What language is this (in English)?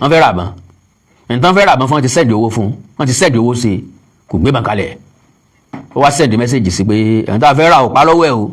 Yoruba